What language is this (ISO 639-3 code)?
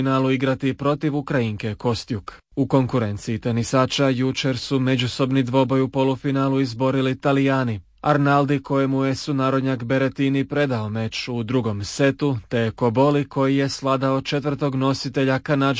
hrv